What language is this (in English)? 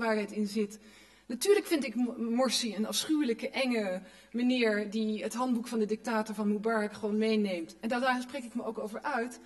Dutch